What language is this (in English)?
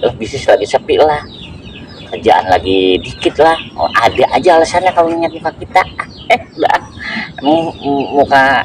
Betawi